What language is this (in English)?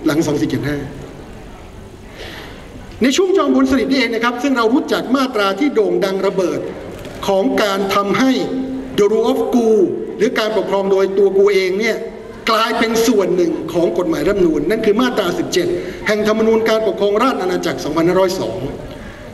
Thai